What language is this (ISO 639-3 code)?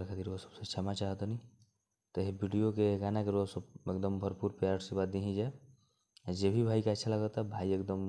bho